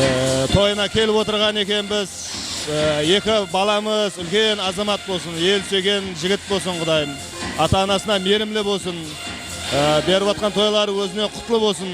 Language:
Kara-Kalpak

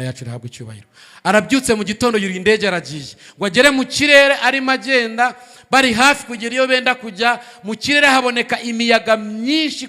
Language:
Kinyarwanda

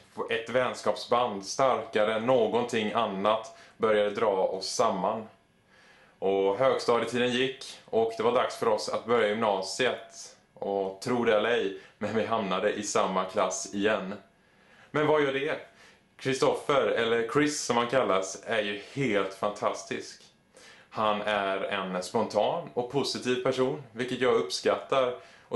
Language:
Swedish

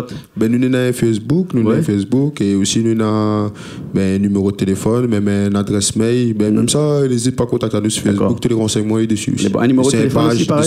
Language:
Réunion Creole French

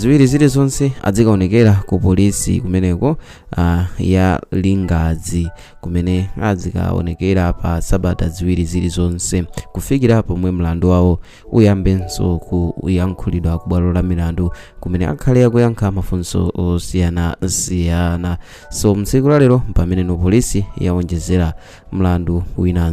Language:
Nyanja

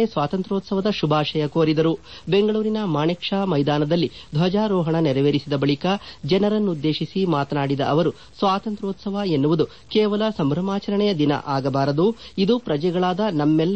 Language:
Kannada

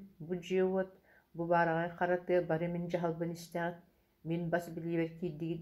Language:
Yakut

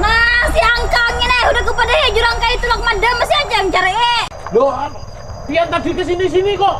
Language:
Banjar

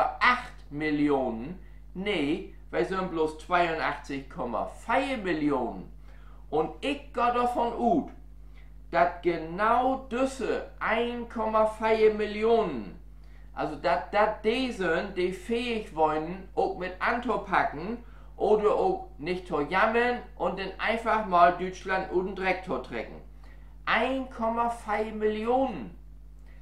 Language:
Low German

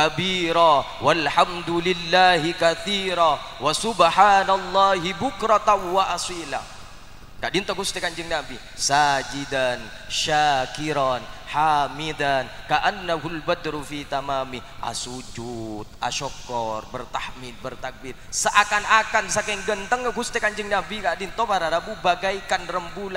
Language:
Madurese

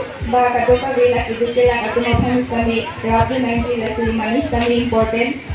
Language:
Karbi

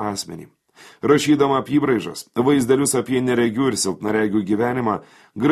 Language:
Lithuanian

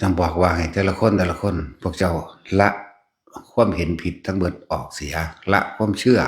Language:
Northeastern Thai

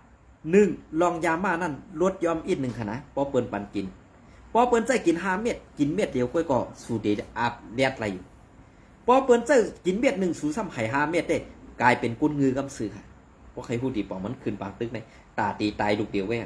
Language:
Shan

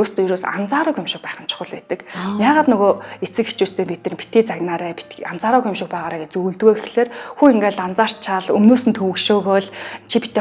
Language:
Mongolian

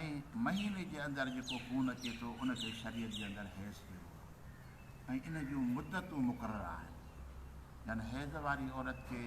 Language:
Sindhi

